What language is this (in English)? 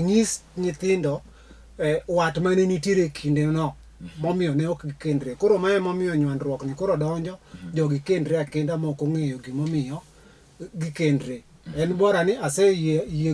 Luo (Kenya and Tanzania)